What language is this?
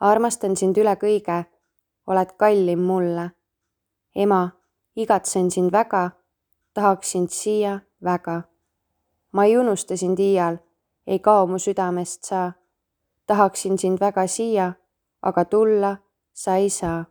Estonian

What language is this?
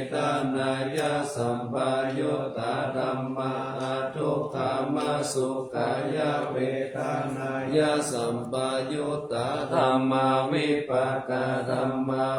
Pali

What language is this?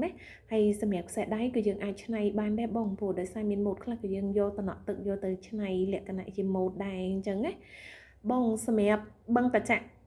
Khmer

